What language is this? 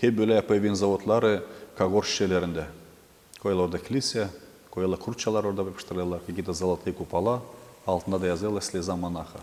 Gagauz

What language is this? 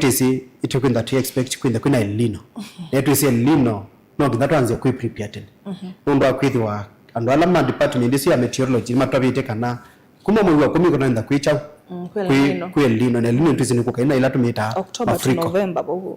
Kamba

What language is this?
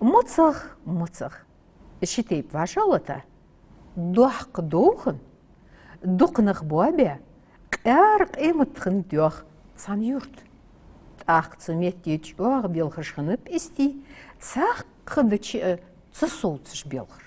Ingush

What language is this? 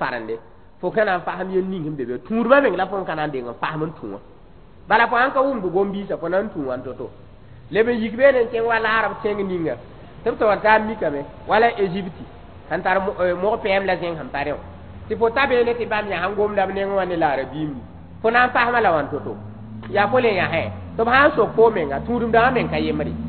Mossi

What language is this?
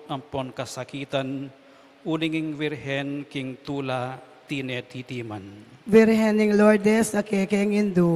Pampanga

